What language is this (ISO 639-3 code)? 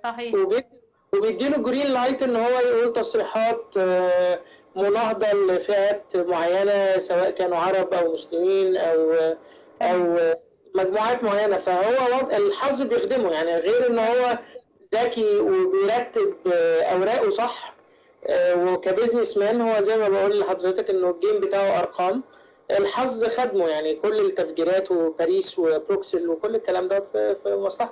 arz